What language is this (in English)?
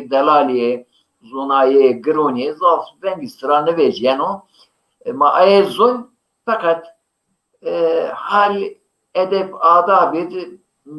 Zaza